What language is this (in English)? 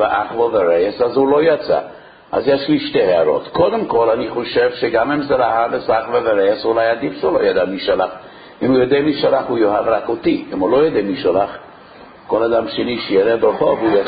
Hebrew